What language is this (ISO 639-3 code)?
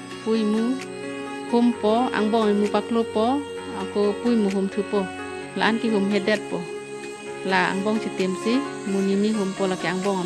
mjw